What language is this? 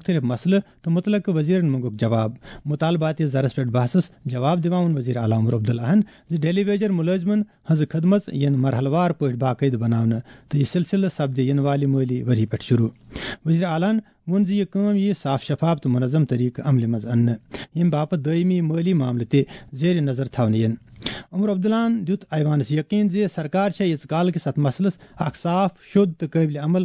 Kashmiri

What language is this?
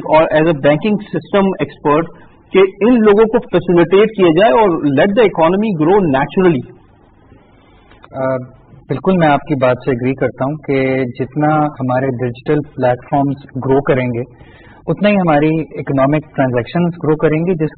Urdu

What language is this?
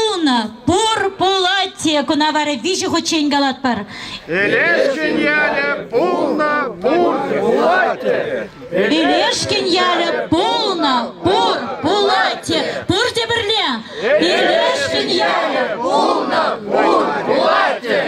Chuvash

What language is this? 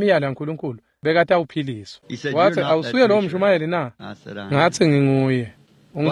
Swati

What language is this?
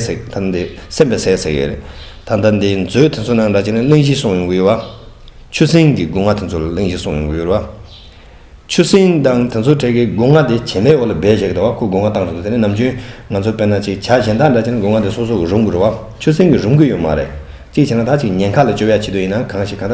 Tibetan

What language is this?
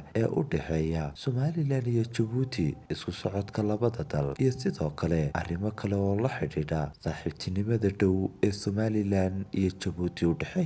Somali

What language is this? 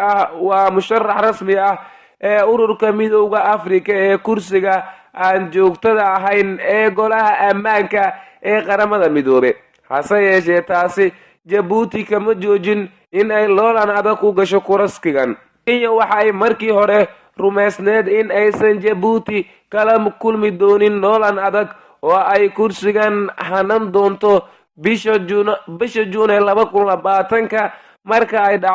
Somali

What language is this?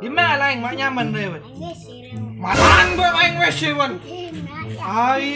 Madurese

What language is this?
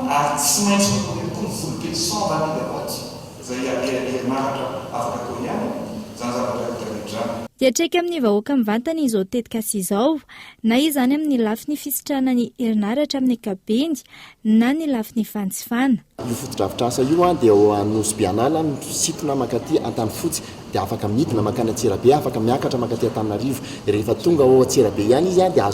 Malagasy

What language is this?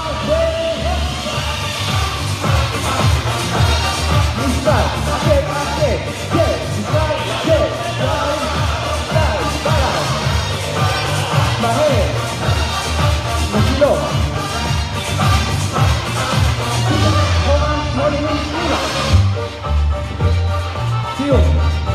Hebrew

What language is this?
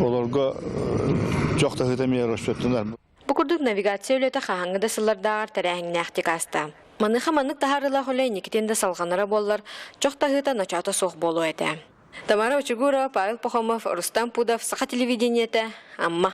Yakut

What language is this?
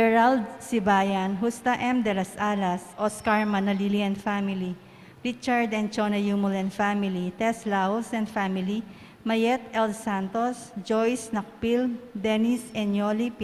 Pampanga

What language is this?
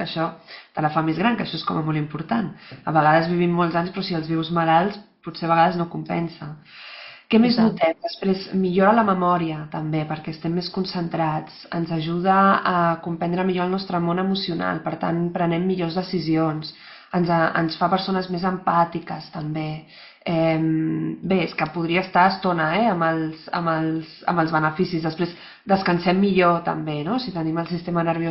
Catalan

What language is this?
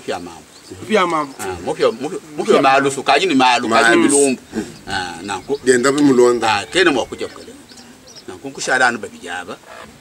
Luba-Lulua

